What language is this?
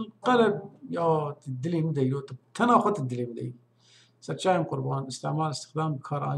Kurdish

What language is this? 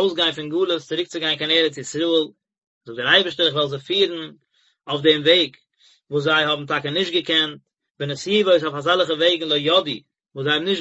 Yiddish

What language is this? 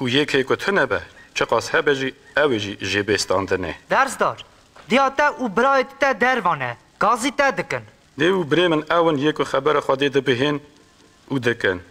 Kurdish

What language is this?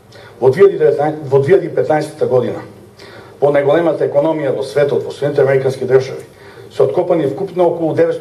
Macedonian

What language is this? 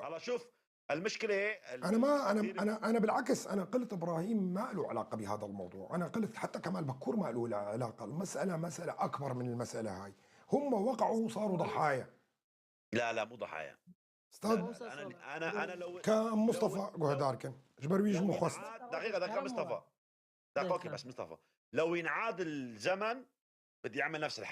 North Levantine Arabic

